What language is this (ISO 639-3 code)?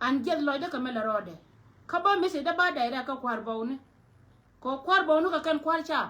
nus